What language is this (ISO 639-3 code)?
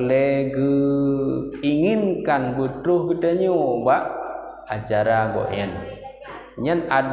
ace